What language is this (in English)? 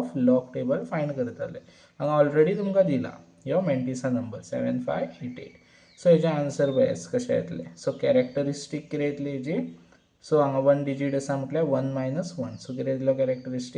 Konkani